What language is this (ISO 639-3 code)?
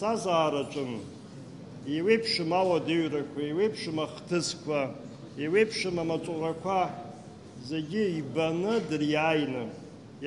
abk